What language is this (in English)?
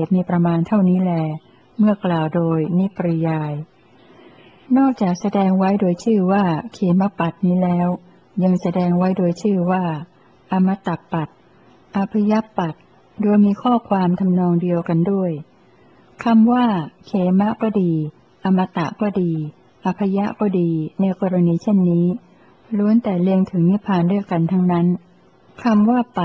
Thai